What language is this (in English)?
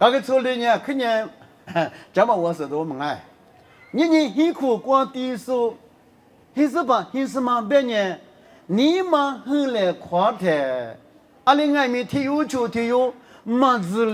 Lisu